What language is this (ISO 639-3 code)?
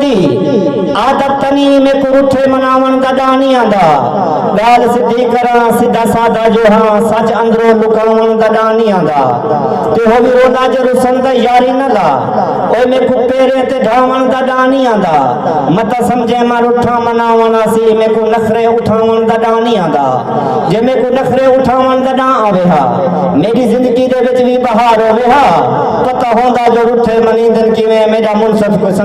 skr